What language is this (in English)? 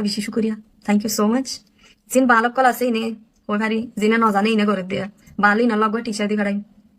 Rohingya